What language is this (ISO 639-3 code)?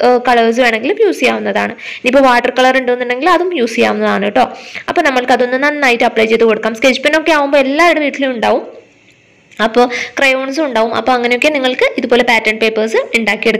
mal